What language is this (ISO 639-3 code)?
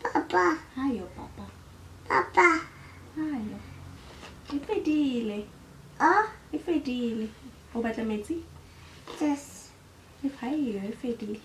tsn